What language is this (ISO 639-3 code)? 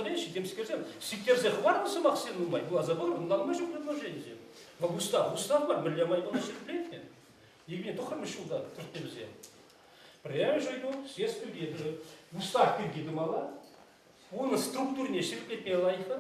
chv